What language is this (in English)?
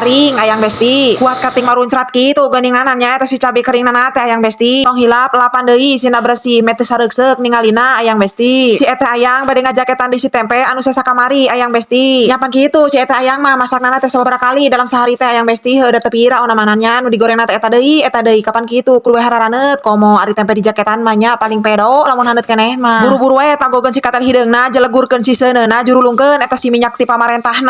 Sundanese